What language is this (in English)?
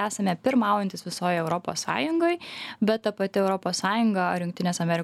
Lithuanian